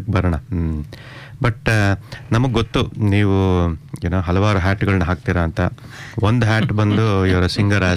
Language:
Kannada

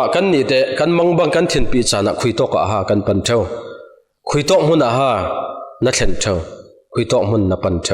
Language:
Falam Chin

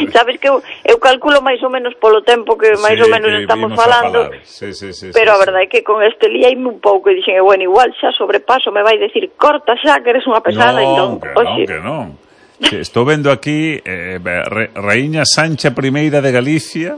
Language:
Galician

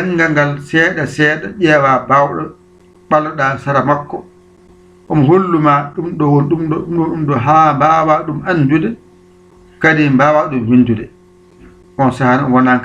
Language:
Fula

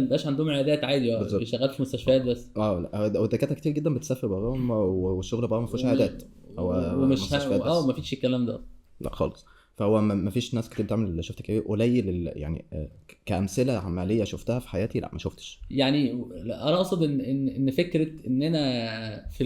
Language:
Egyptian Arabic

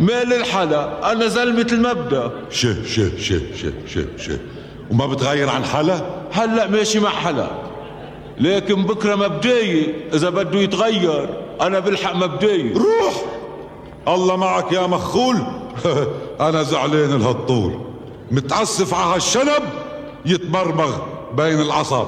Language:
North Levantine Arabic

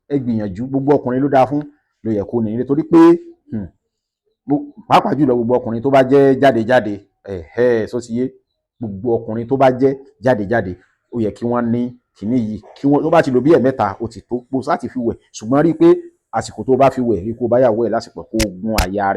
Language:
Yoruba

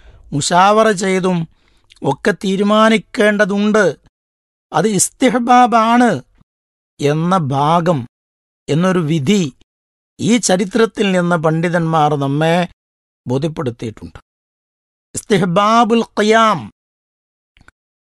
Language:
Malayalam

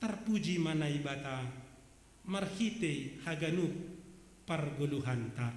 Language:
Batak Simalungun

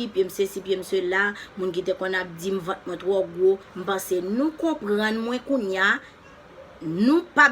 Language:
Haitian Creole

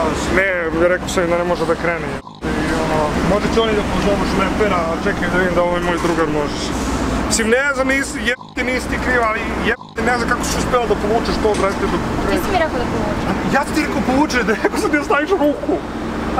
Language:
Serbian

